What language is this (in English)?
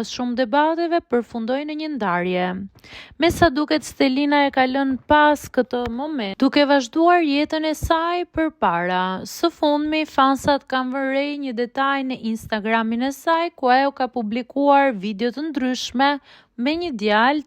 Albanian